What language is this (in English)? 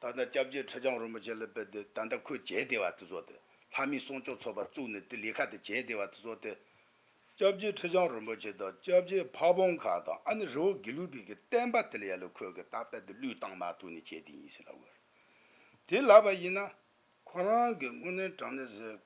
Tibetan